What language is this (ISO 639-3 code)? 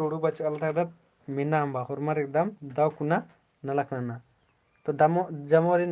kru